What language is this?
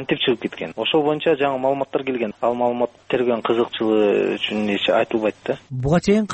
Kyrgyz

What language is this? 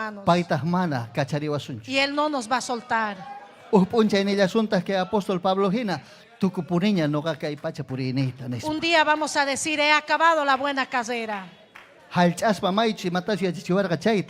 Ayacucho Quechua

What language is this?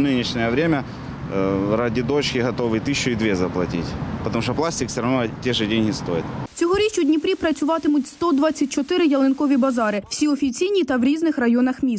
Ukrainian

